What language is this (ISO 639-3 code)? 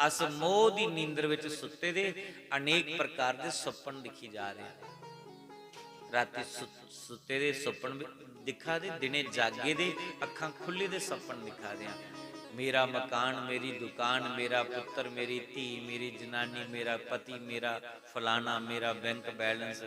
doi